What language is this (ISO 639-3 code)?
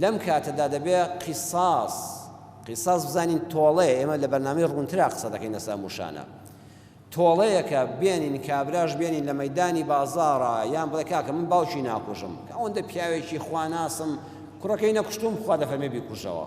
ckb